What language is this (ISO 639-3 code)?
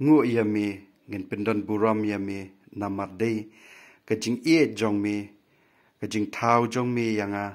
kha